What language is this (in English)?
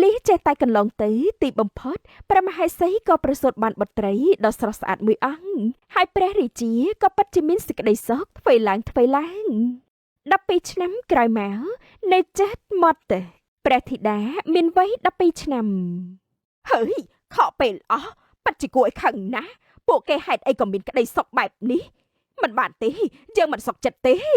Khmer